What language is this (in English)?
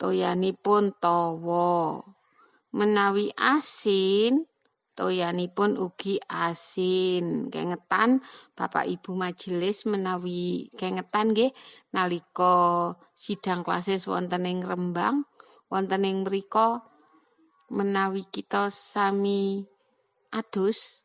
Javanese